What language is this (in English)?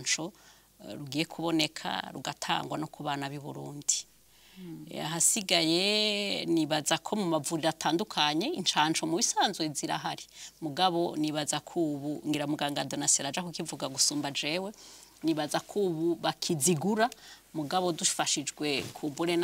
Rundi